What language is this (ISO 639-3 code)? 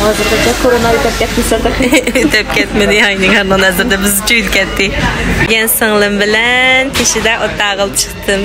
uig